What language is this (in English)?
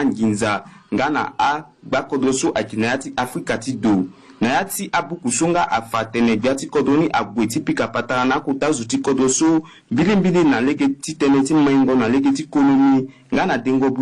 Sango